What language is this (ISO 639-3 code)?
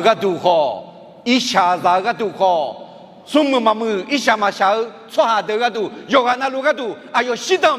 ahk